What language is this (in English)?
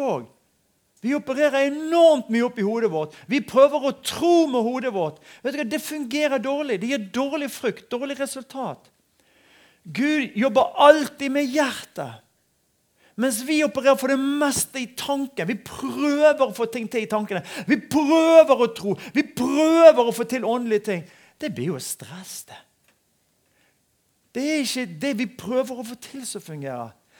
Norwegian